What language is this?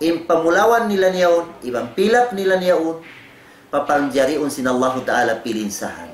Tausug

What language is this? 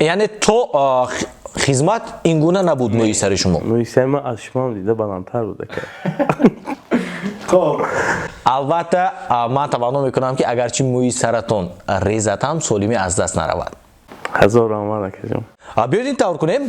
Tajik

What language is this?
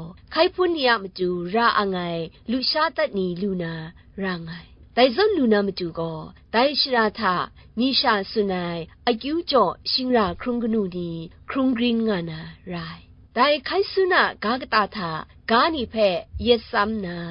Kachin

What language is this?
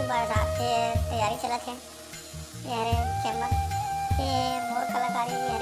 Chhattisgarhi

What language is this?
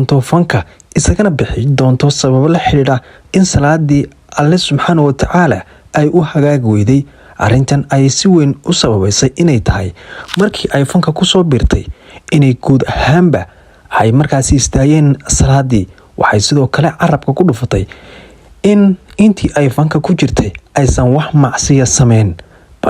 Somali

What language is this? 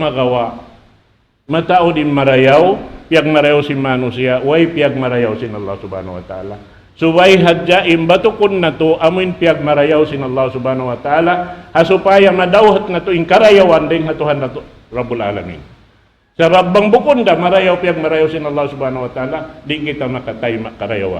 Tausug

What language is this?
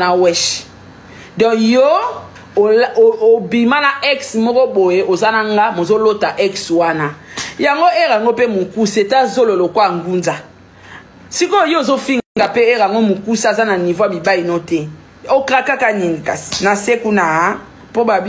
Lingala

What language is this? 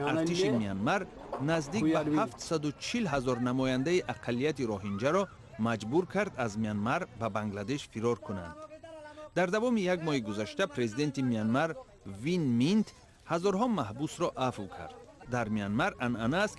Tajik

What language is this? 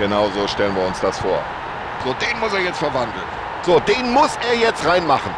Bavarian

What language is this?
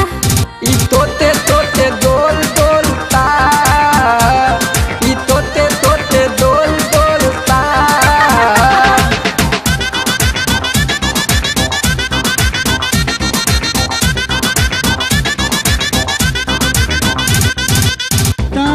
Bhojpuri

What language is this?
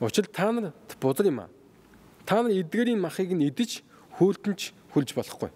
Mongolian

